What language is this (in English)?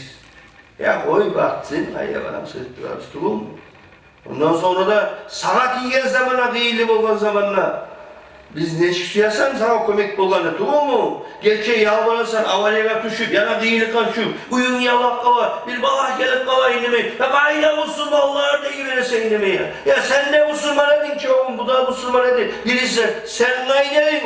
Kumyk